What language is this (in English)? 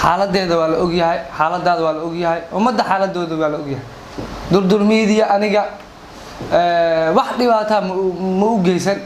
Somali